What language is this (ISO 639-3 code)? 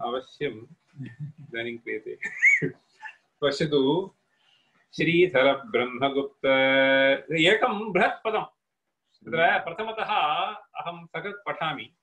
san